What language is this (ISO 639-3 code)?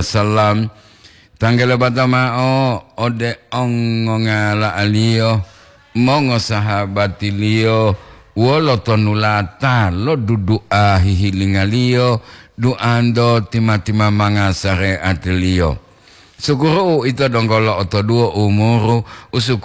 gor